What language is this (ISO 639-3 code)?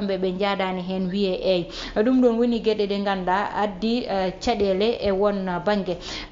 ful